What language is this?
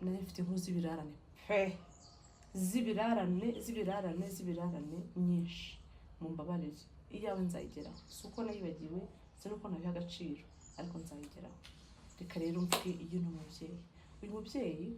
Kinyarwanda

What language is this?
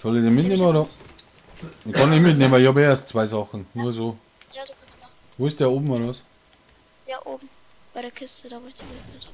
Bavarian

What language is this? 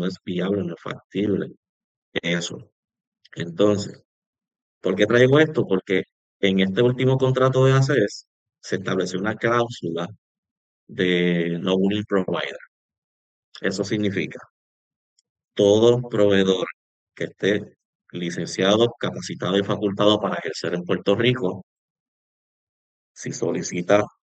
Spanish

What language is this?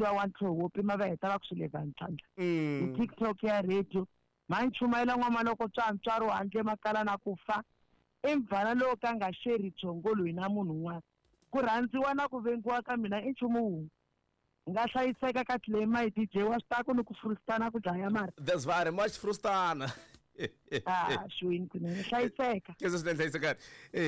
Tsonga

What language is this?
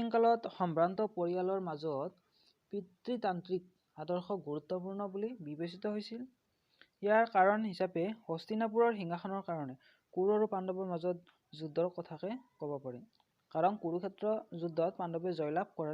Assamese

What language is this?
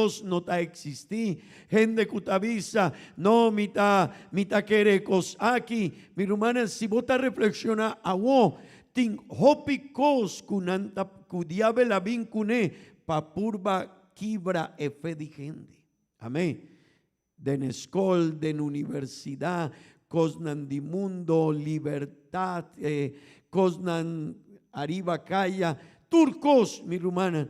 Papiamento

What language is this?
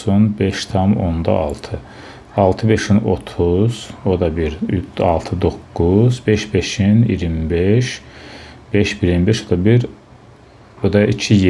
Azerbaijani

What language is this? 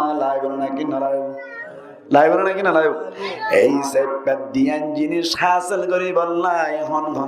Rohingya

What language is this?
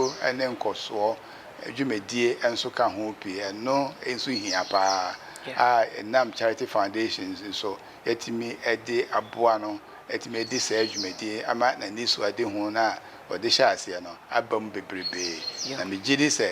Akan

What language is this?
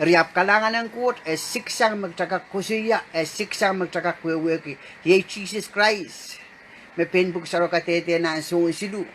Pohnpeian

